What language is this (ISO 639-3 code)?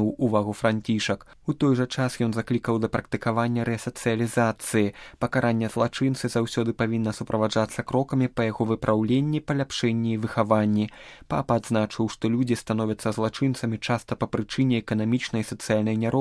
bel